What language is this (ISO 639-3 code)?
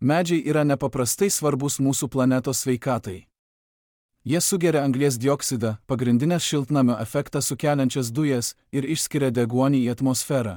lit